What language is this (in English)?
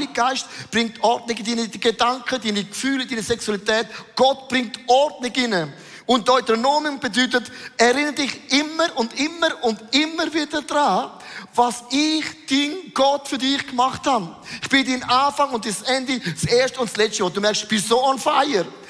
Swiss German